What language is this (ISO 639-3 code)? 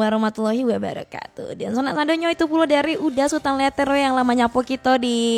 min